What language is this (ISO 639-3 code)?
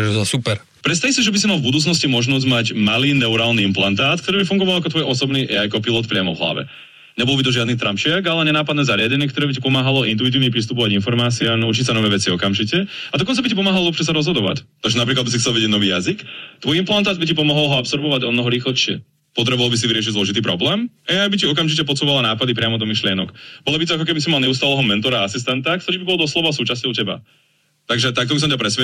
slk